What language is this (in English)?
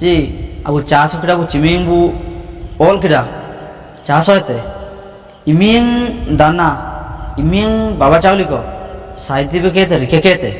Ho